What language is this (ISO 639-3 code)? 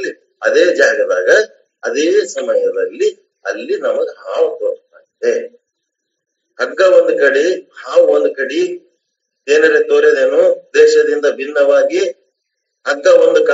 kan